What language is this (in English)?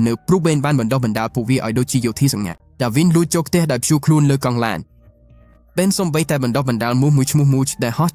Khmer